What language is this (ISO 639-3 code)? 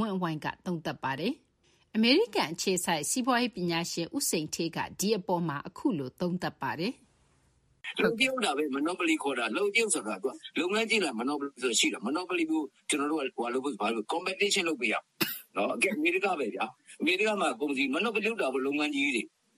mya